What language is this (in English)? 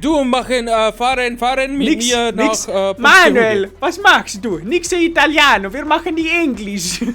Bavarian